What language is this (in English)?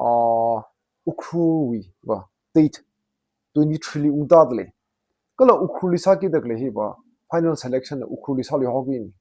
Tangkhul Naga (India)